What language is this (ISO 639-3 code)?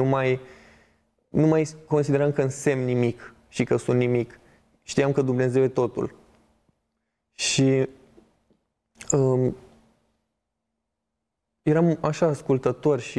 ron